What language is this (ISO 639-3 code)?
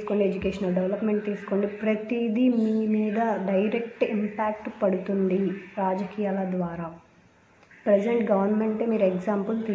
tel